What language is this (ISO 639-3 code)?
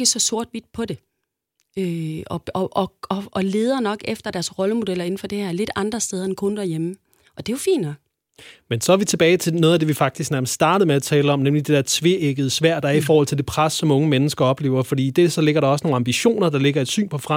dan